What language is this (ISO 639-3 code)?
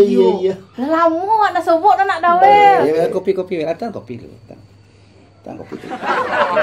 min